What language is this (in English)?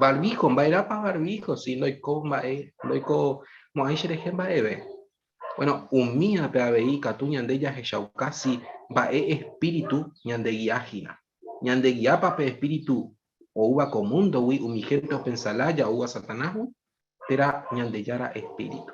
Guarani